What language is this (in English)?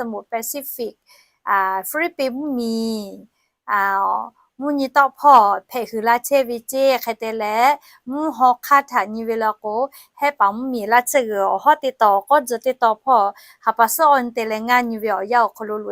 Lahu